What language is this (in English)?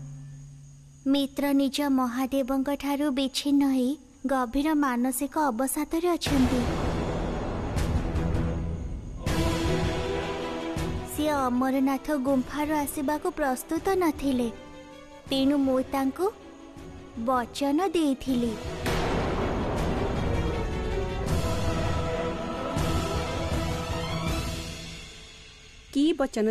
Odia